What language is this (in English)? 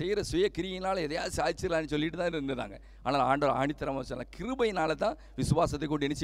Tamil